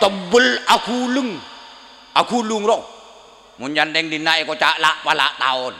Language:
Madurese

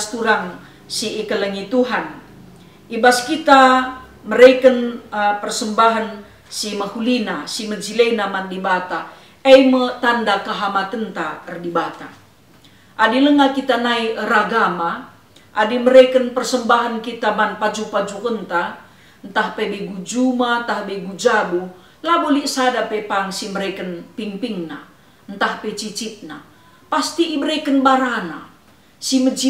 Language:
Batak Karo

